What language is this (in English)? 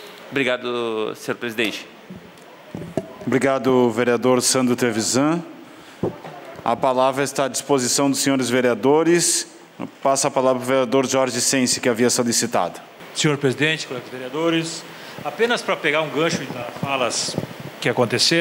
Portuguese